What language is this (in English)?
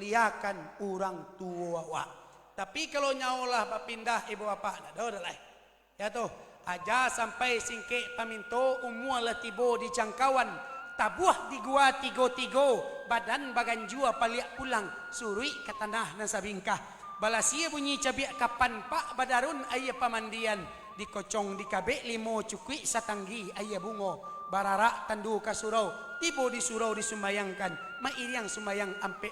Minangkabau